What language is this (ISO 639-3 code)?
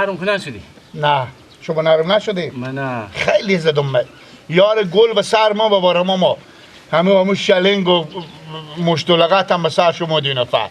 fas